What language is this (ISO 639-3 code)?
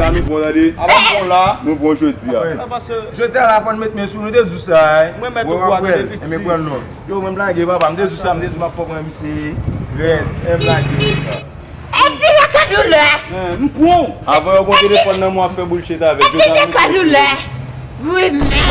hat